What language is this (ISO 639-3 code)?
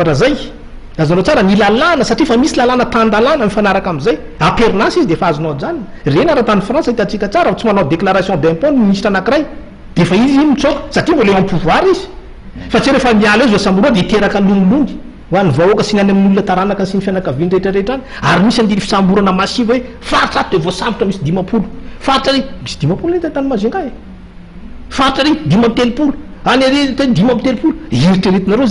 mlg